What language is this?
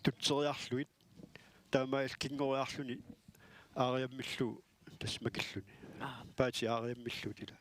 Kalaallisut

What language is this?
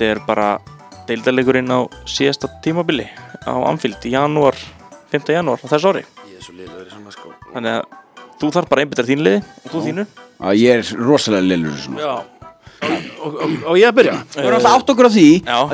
Icelandic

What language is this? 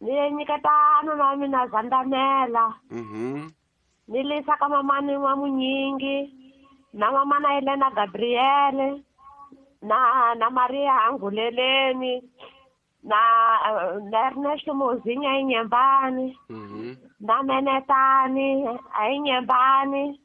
Tsonga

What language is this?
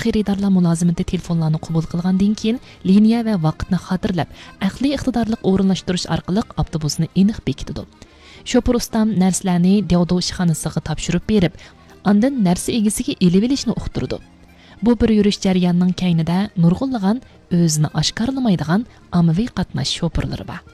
Uyghur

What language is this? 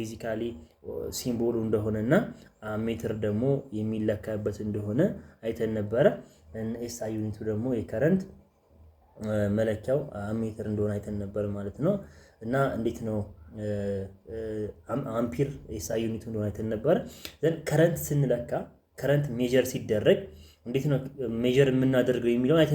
Amharic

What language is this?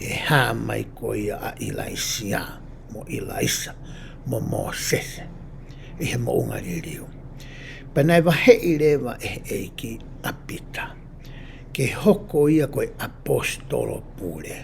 Tongan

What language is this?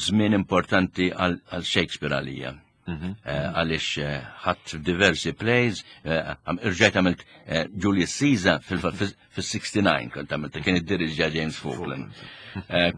Maltese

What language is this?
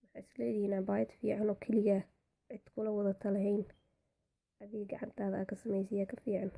Somali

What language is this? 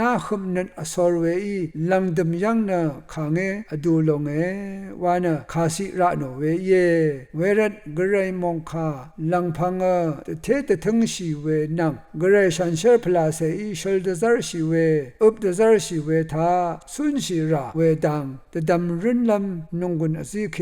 Rawang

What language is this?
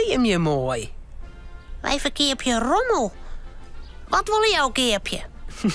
Western Frisian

